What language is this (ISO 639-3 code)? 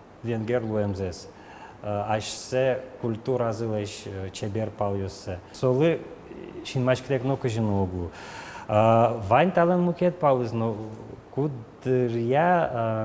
udm